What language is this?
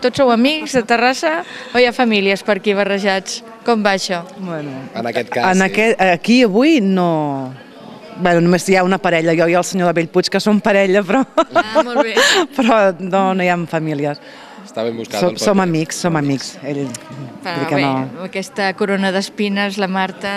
Catalan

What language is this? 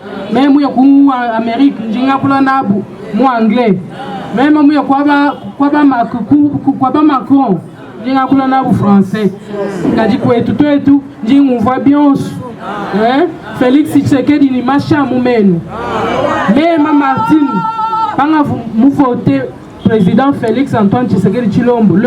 Luba-Lulua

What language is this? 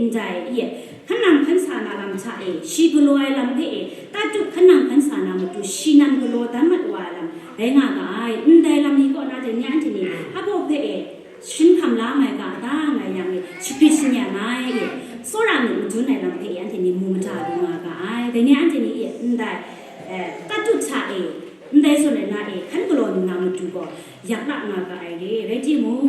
Kachin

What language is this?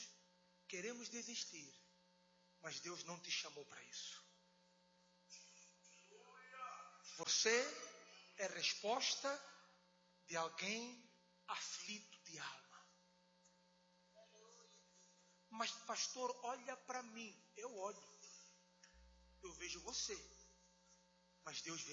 Portuguese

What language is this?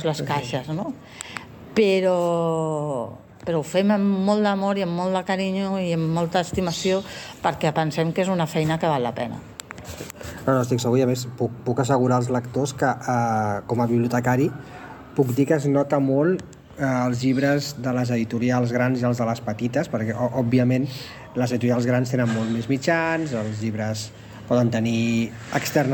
Catalan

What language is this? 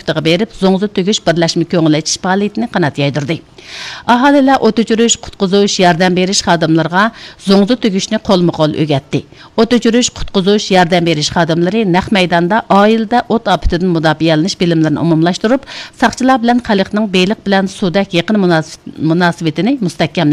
Uyghur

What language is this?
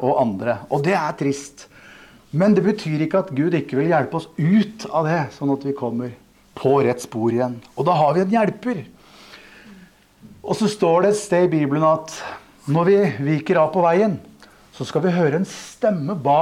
Norwegian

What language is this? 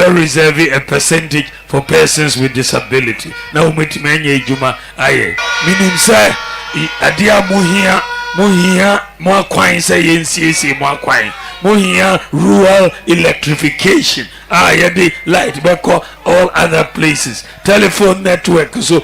Akan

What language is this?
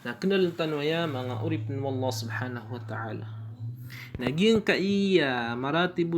Maranao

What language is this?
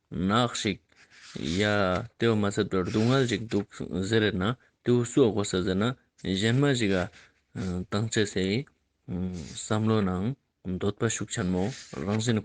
Ladakhi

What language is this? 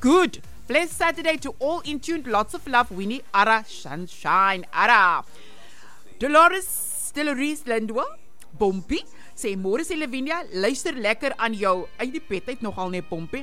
Afrikaans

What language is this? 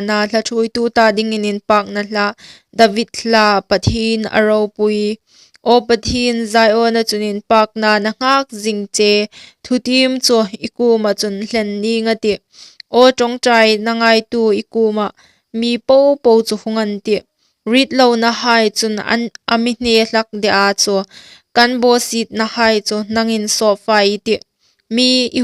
Hmar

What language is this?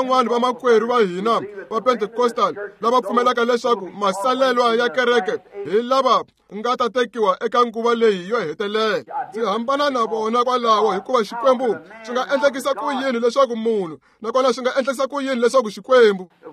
Tsonga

